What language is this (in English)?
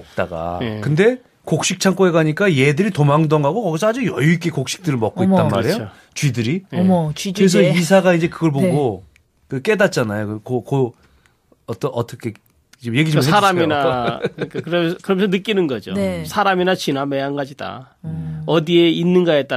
Korean